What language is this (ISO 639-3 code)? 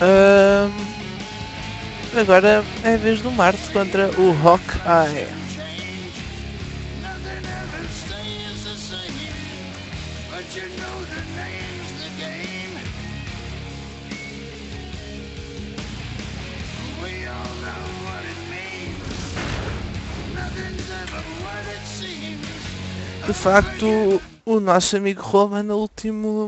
por